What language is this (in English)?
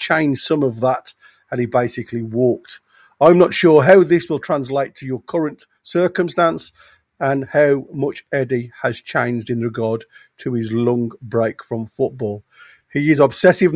English